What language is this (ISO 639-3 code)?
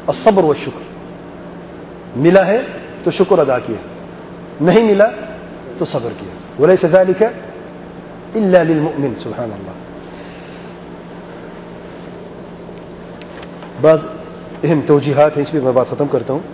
urd